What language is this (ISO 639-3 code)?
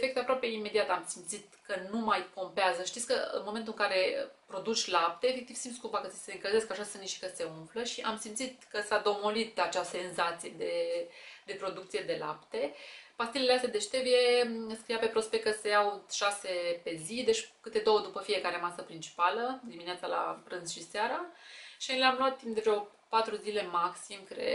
ron